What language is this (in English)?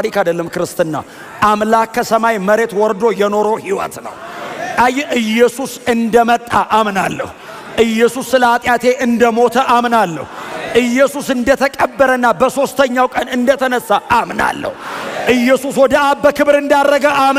Amharic